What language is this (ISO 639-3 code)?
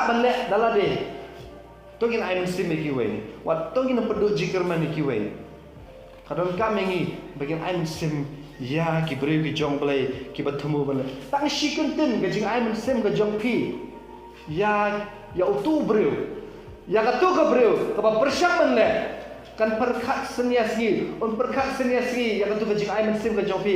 kha